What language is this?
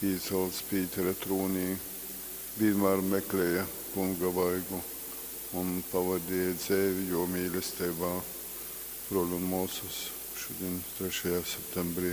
Latgalian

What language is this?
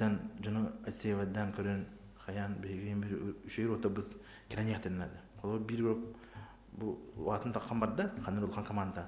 Yakut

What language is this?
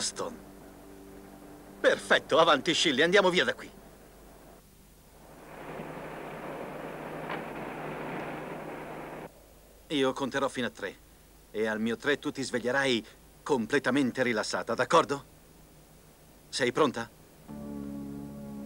Italian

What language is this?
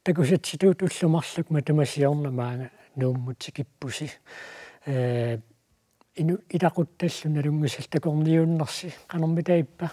Kalaallisut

